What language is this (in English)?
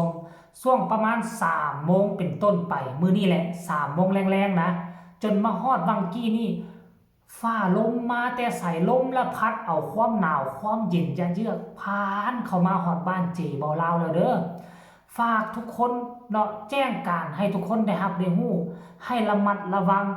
Northeastern Thai